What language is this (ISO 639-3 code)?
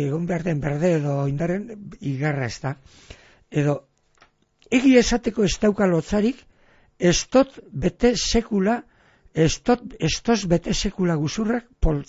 eus